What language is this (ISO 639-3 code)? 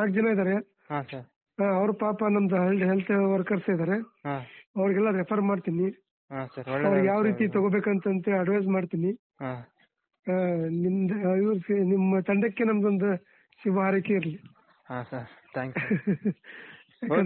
kan